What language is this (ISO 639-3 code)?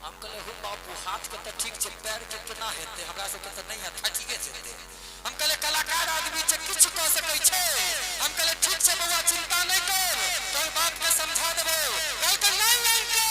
mai